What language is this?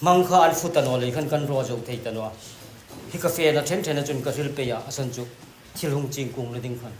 Hmar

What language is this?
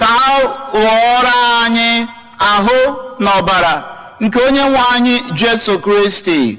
Igbo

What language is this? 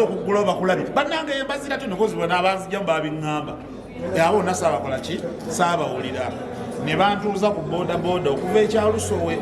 Ganda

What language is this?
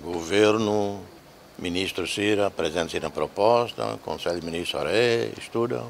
Tetum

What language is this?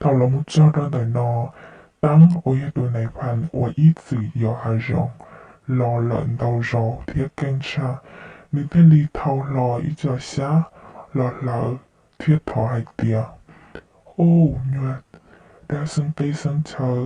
Hmong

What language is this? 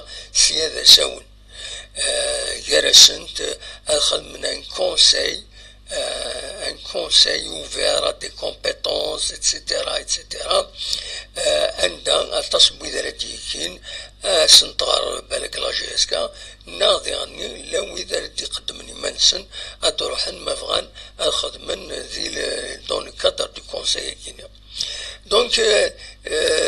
Kabyle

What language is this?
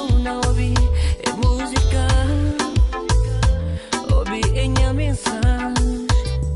Portuguese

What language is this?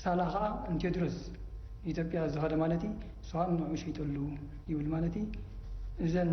Tigrinya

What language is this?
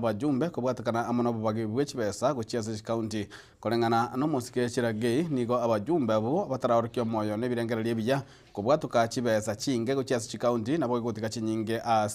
Gusii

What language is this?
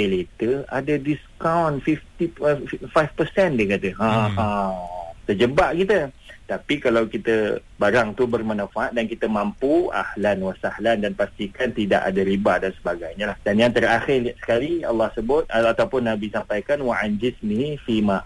Malay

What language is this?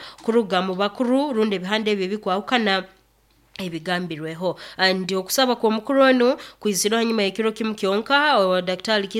Nyoro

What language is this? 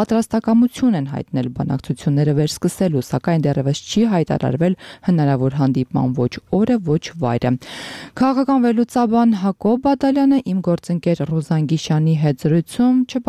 Armenian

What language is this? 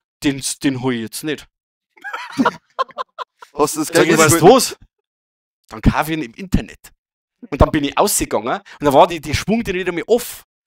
Bavarian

